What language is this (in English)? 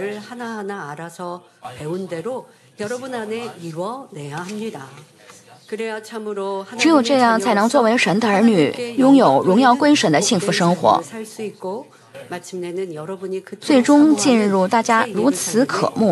Chinese